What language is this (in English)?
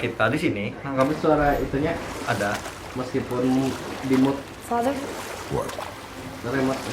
Banjar